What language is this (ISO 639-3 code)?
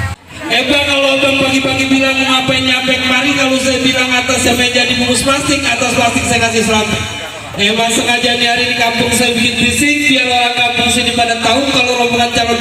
bew